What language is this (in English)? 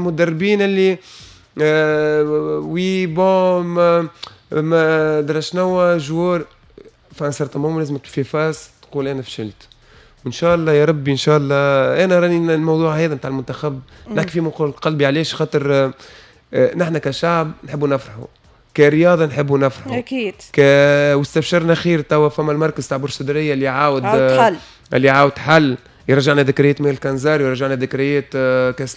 Tunisian Arabic